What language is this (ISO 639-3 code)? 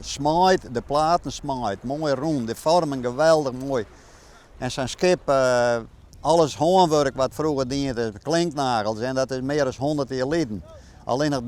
fry